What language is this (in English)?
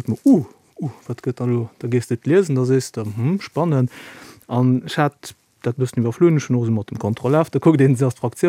Luxembourgish